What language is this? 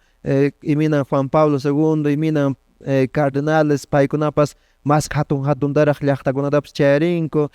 Quechua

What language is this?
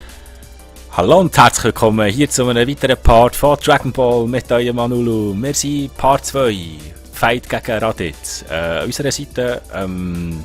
Swiss German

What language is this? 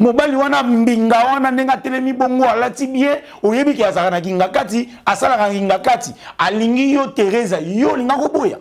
Lingala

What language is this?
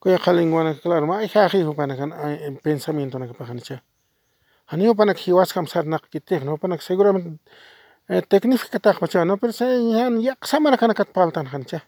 Aymara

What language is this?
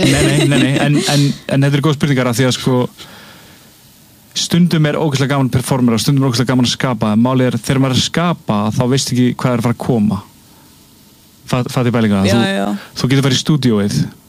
Icelandic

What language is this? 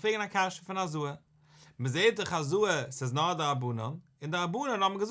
Yiddish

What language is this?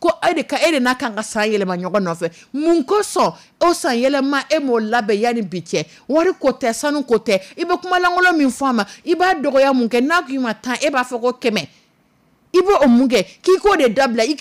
Dyula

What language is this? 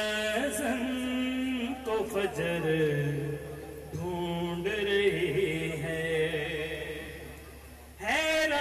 Urdu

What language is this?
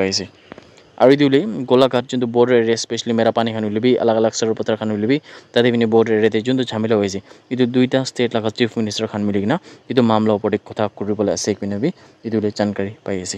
Naga Pidgin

